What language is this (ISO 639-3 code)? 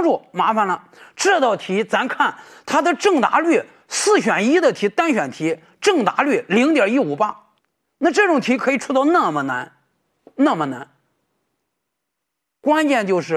zho